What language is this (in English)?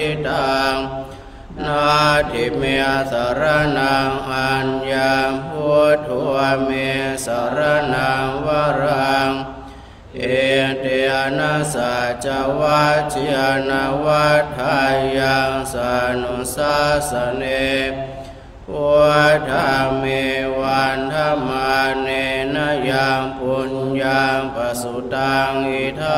Pali